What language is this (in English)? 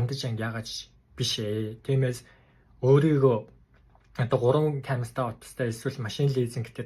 Mongolian